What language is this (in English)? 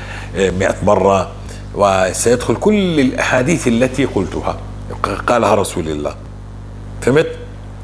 North Levantine Arabic